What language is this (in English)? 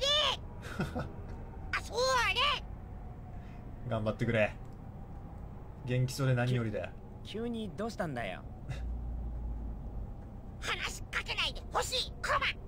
Japanese